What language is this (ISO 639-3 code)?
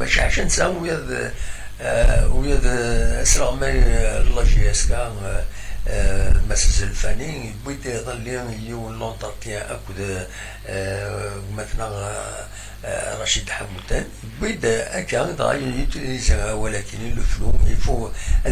kab